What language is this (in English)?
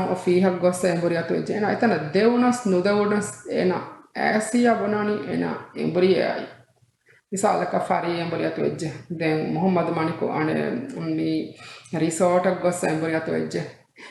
Divehi